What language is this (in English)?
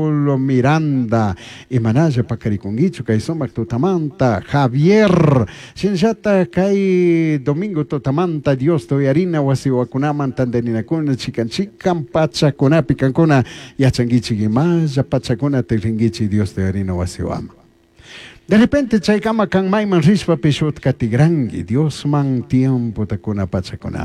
Chimborazo Highland Quichua